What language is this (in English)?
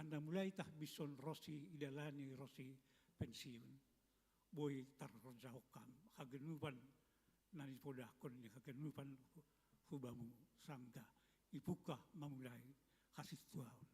Batak Simalungun